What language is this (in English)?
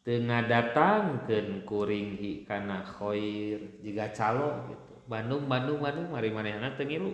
Sundanese